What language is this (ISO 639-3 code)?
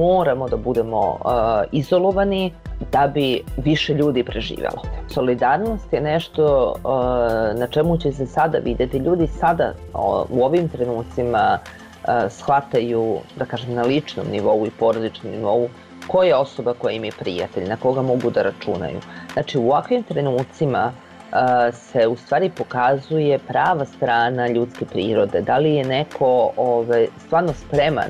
bos